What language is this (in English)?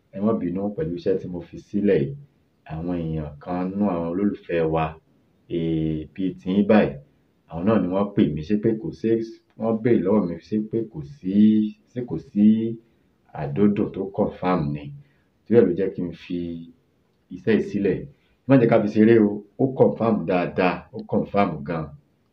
Yoruba